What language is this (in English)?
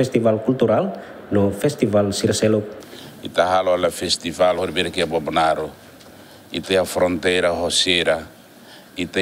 Tetum